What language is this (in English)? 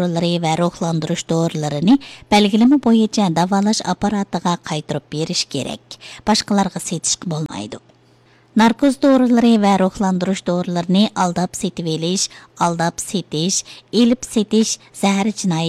Uyghur